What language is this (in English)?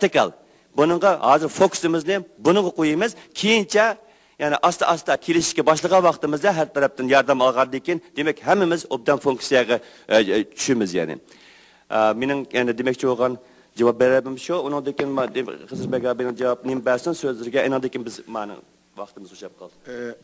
Uyghur